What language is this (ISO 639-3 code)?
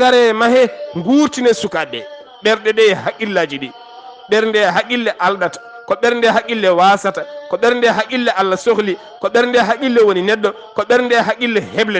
ful